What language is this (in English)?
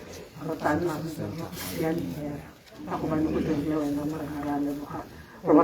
Tswana